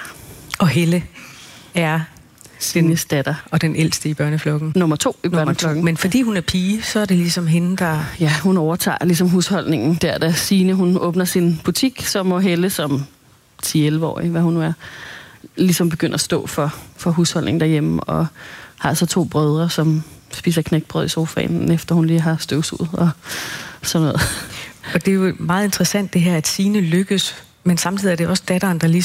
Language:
Danish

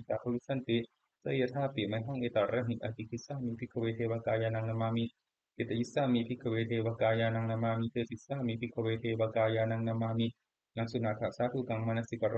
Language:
Pali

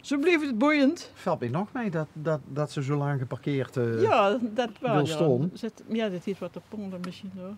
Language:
Limburgish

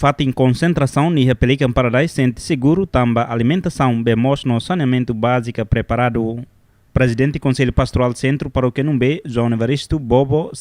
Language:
Tetum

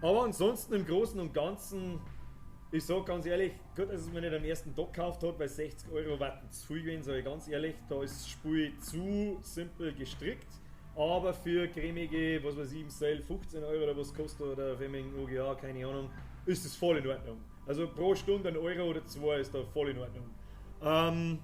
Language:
Bavarian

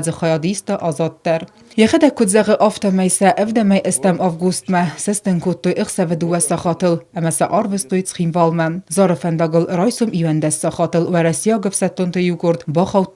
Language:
Ossetic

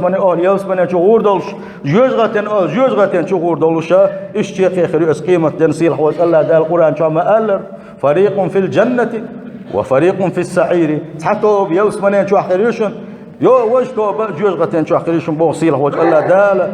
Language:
Chechen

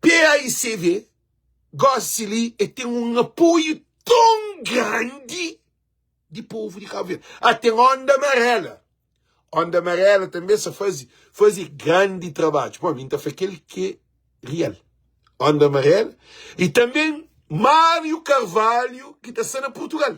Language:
Kabuverdianu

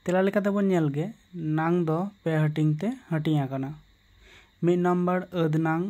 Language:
Santali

